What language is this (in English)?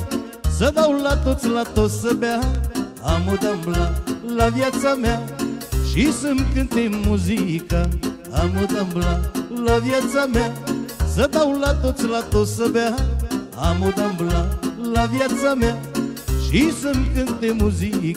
Romanian